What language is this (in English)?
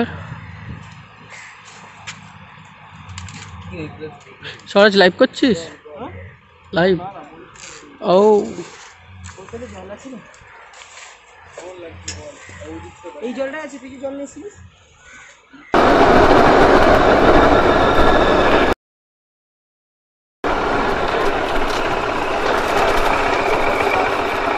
Bangla